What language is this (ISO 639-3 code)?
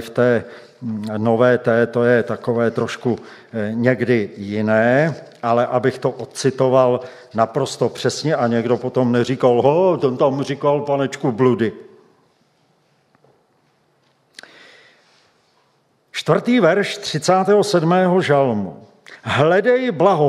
ces